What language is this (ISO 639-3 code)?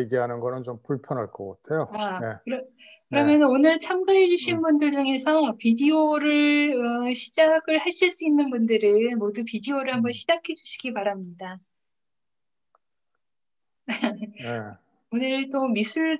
kor